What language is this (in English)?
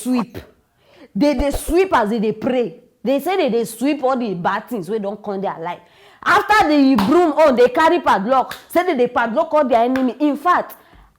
Nigerian Pidgin